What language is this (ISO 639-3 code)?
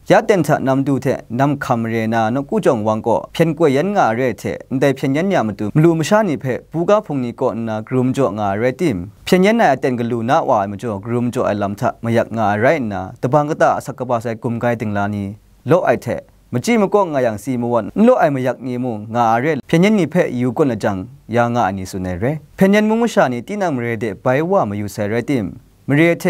kac